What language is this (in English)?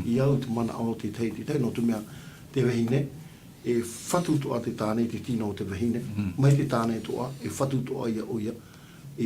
Tahitian